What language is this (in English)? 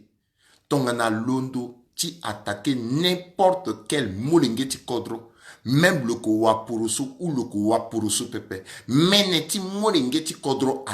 Sango